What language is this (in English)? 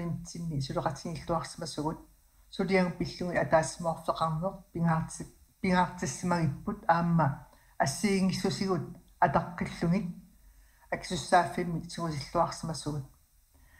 Kalaallisut